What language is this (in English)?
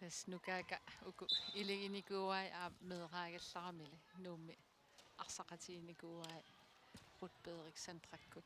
Kalaallisut